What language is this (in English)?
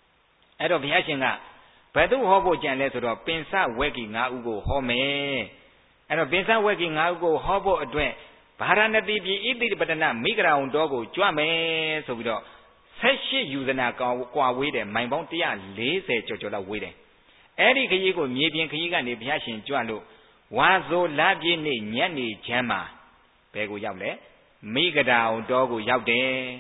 Burmese